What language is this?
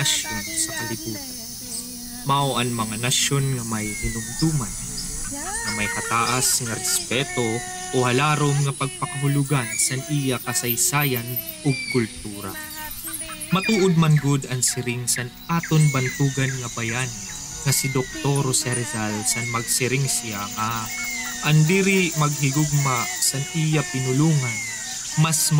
Waray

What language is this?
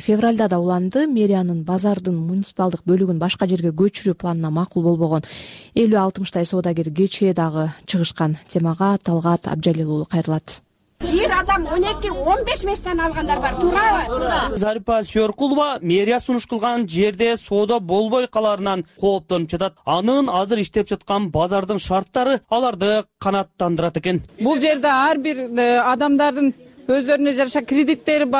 Kyrgyz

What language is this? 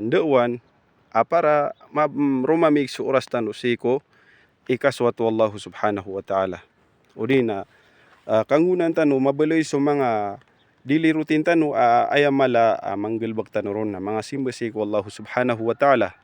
Maranao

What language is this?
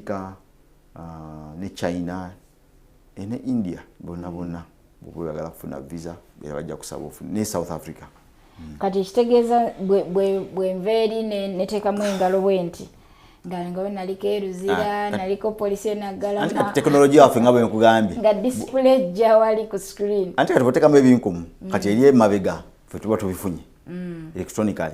Ganda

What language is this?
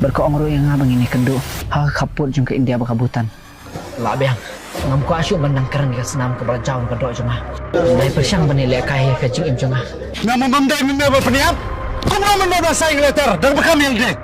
Khasi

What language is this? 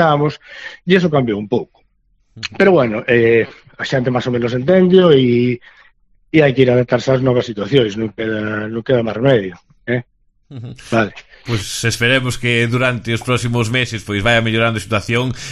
Galician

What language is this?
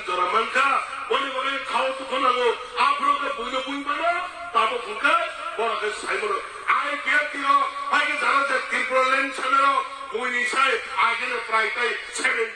Kok Borok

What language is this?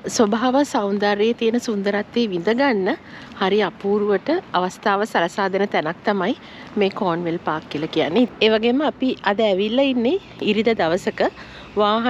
Sinhala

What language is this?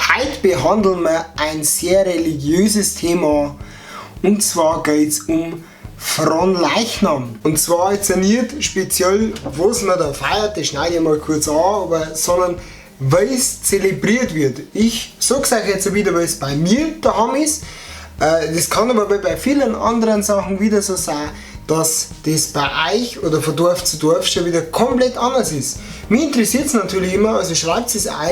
Bavarian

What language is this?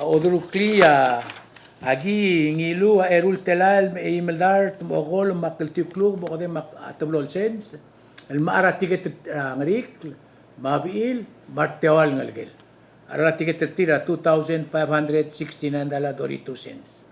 Palauan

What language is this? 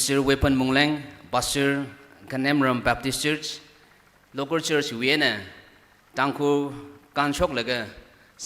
Tangkhul Naga (India)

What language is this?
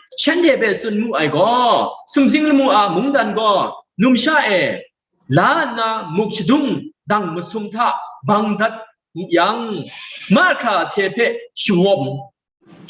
Kachin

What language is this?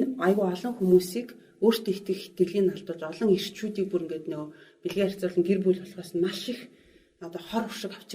Mongolian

